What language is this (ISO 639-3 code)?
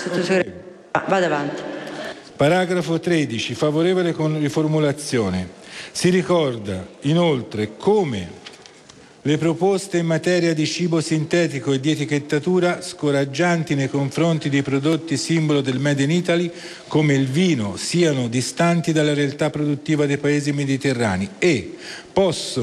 ita